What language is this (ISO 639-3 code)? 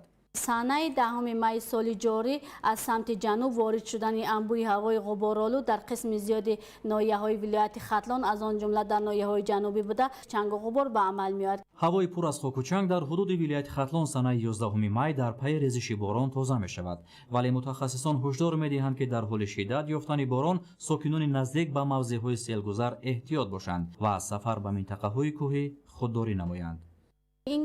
tgk